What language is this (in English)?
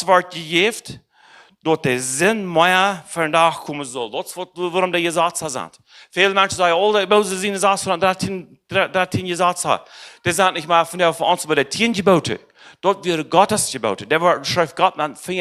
Plautdietsch